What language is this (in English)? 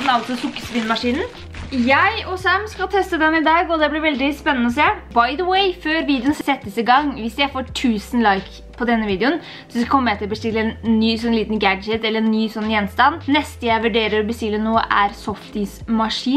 Norwegian